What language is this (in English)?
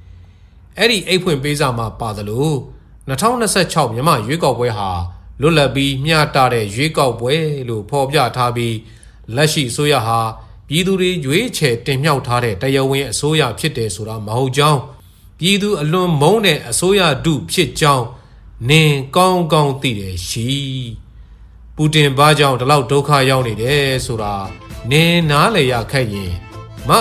Burmese